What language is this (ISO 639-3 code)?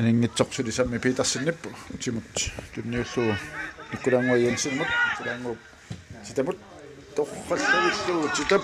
kal